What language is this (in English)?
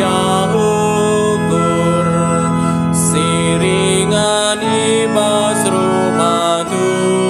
Batak Karo